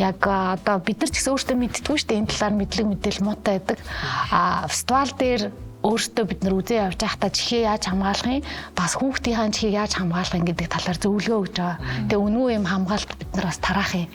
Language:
Mongolian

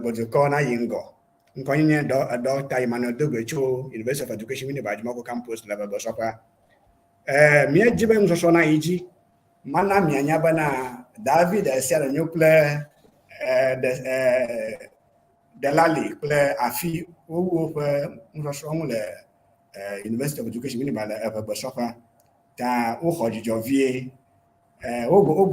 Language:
Ewe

